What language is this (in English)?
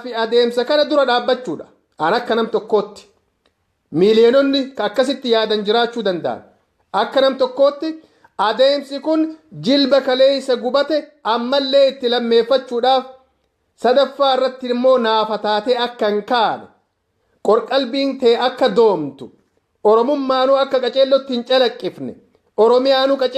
Oromo